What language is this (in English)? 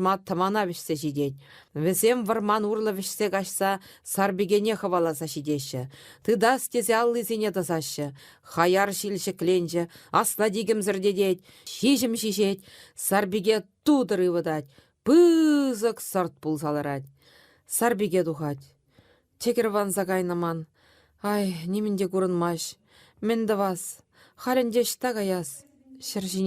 Chuvash